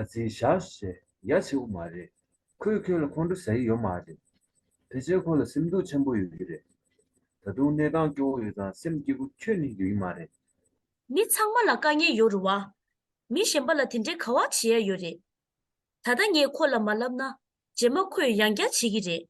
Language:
Tibetan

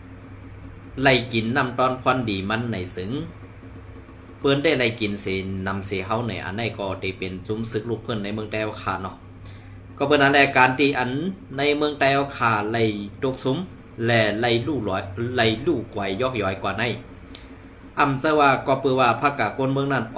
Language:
Shan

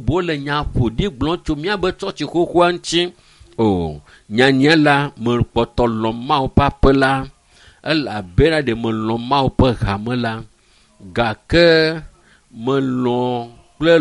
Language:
Ewe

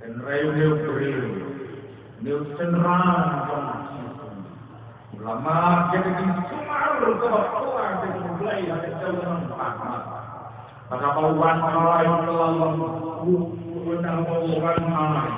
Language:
Khasi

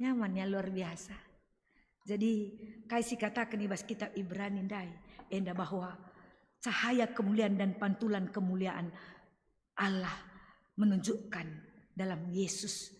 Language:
Batak Karo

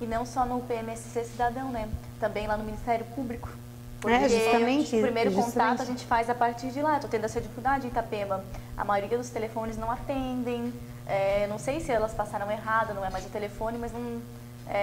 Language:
Portuguese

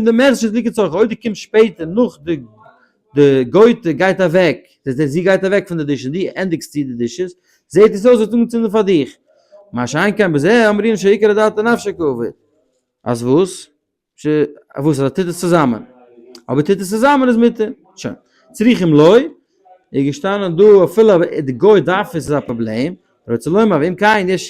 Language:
Yiddish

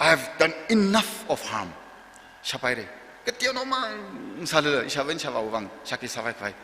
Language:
Tangkhul Naga (India)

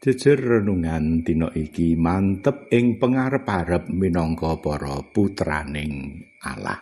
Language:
Javanese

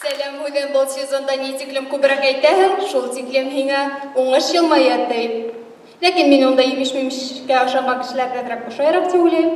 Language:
Bashkir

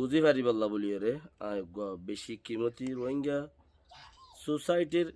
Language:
Rohingya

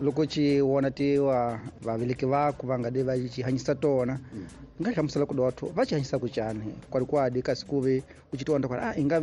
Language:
Tsonga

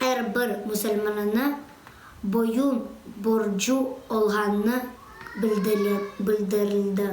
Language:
Crimean Tatar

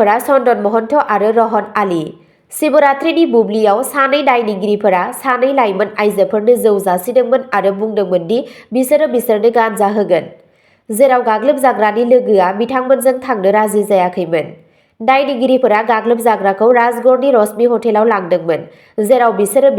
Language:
Bodo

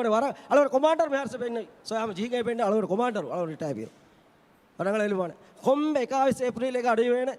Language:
Divehi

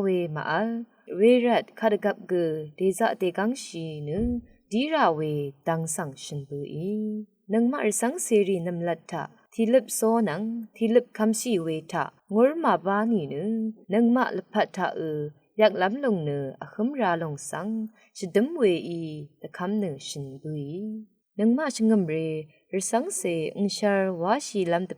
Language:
Rawang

